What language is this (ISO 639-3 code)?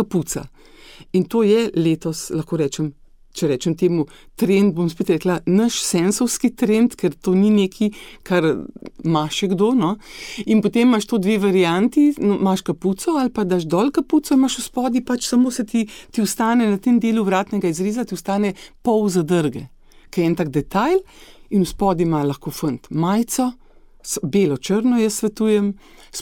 slv